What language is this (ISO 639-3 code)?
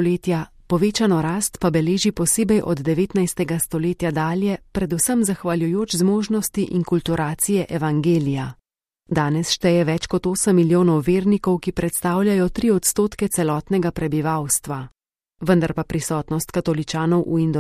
slv